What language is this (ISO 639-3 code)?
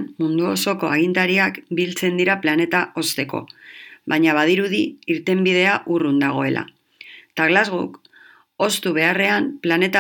eus